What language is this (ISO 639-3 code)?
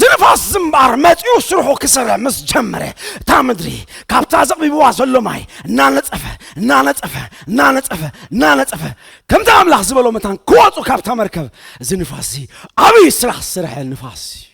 tir